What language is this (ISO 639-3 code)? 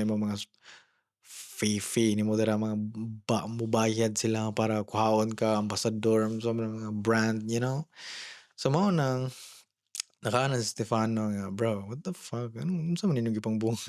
ceb